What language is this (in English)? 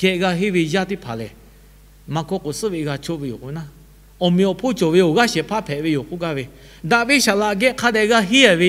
Lahu